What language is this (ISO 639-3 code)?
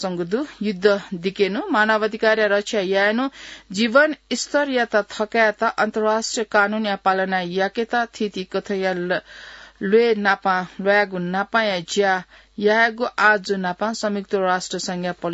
new